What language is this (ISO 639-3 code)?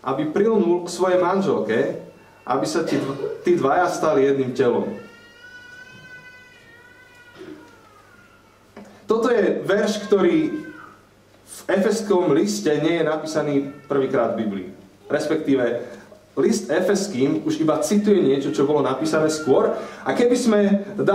slk